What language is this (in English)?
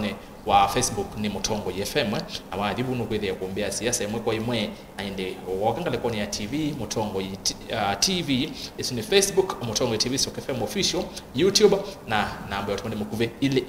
Kamba